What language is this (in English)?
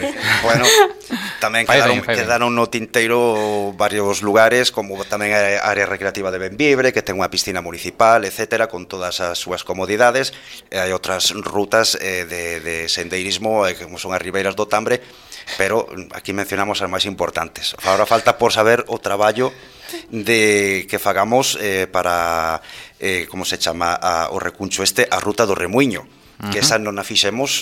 Galician